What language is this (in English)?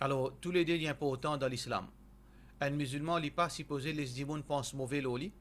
Morisyen